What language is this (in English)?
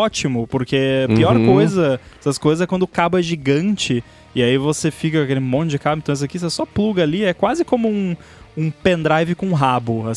Portuguese